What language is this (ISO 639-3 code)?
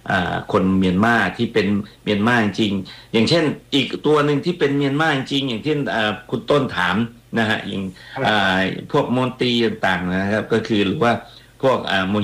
tha